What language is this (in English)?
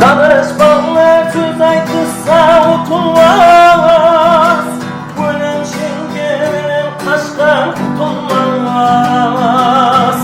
Kara-Kalpak